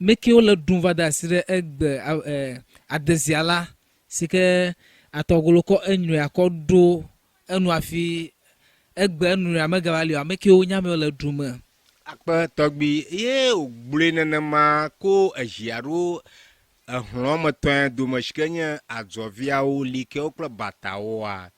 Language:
Ewe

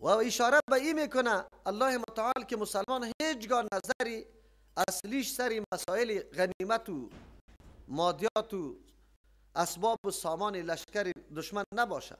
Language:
Persian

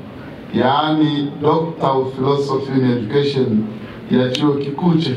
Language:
Swahili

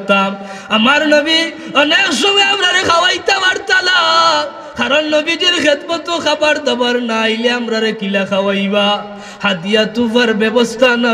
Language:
Sylheti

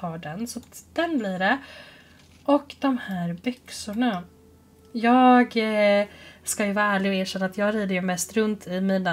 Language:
Swedish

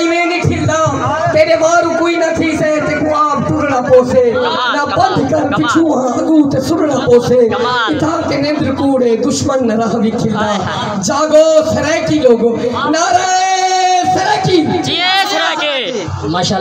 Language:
Saraiki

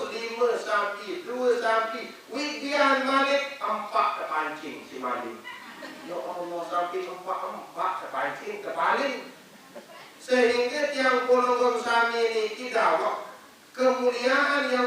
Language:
Sasak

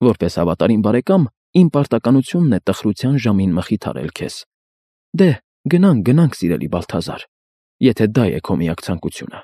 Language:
Armenian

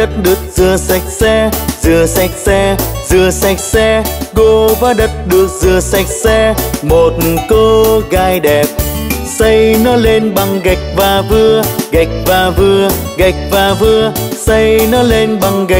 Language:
Vietnamese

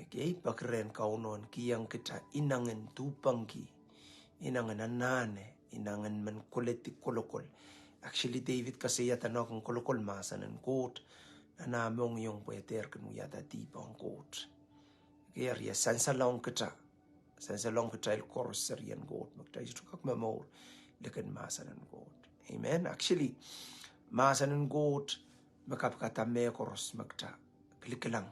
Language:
Pohnpeian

